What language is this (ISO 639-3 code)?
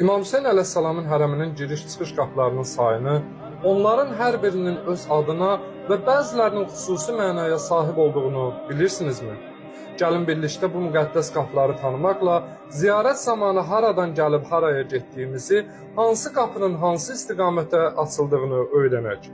aze